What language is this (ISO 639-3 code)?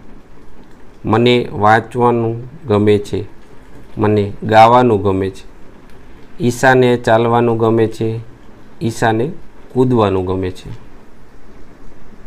guj